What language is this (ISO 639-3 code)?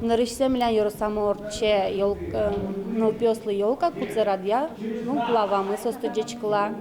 udm